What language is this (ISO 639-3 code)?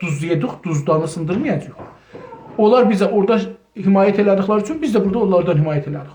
azb